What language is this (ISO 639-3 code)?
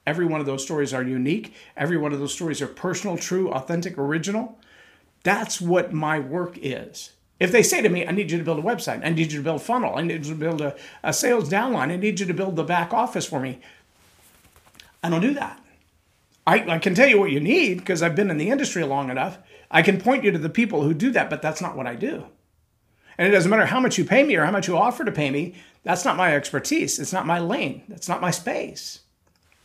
eng